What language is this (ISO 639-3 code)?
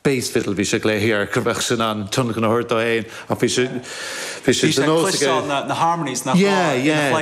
gle